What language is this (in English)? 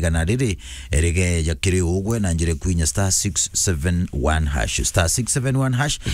Meru